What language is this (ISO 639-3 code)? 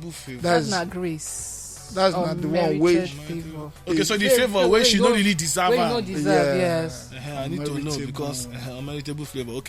pcm